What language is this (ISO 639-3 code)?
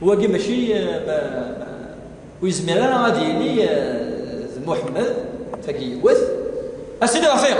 kab